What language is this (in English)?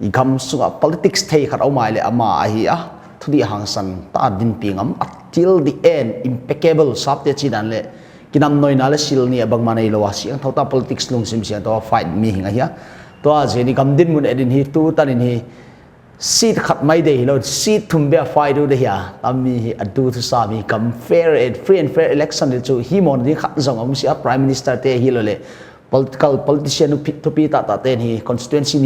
Paite Chin